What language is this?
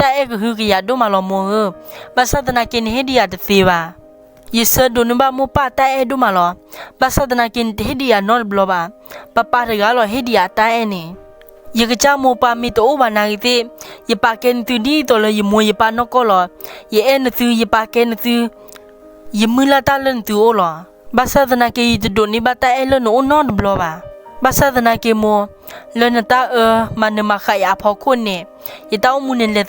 S'gaw Karen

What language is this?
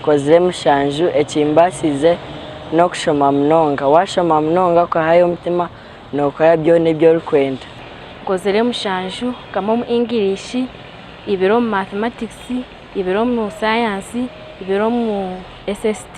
Nyankole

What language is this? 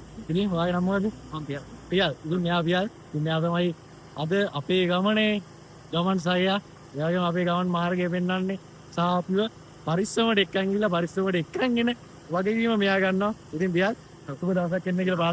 Sinhala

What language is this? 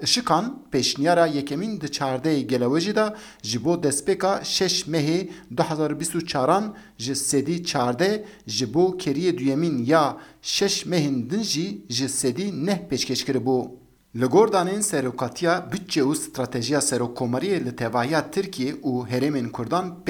Kurdish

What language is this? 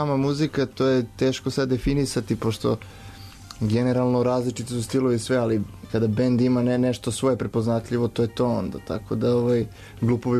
Serbian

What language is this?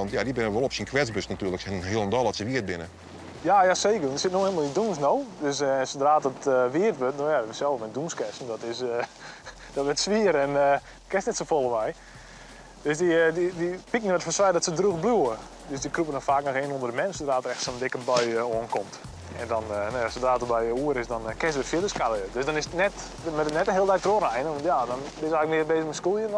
Western Frisian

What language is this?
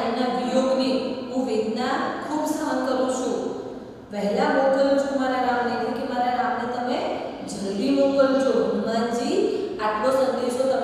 Gujarati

